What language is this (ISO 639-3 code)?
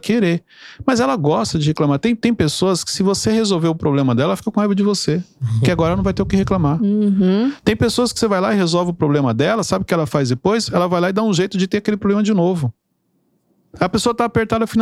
por